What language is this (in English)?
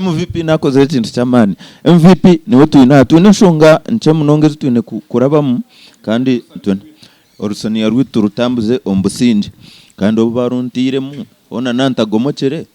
Nyankole